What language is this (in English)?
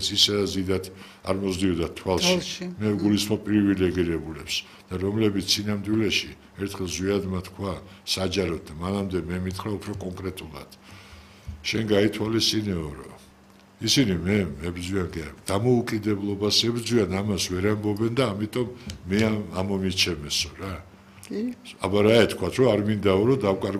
Georgian